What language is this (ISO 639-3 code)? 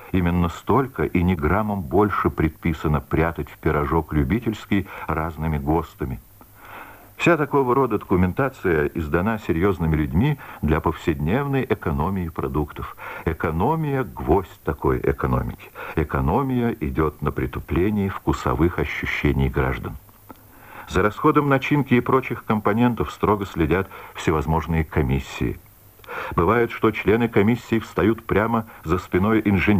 rus